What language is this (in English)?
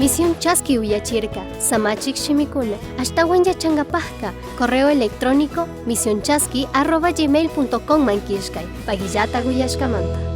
Chimborazo Highland Quichua